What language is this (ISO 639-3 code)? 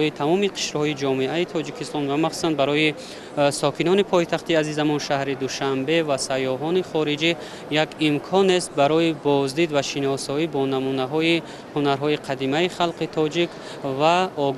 tgk